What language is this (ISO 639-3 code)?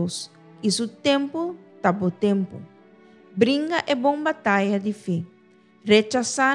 pap